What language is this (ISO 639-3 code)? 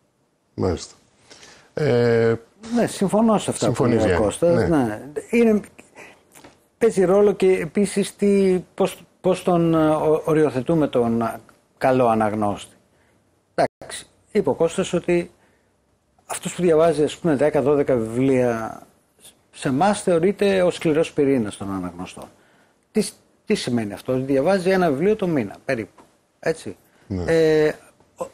ell